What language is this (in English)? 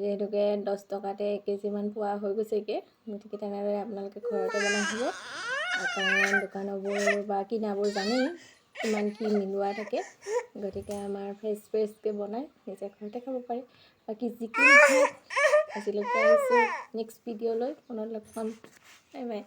Assamese